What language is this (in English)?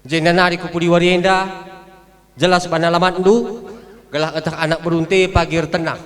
Batak Karo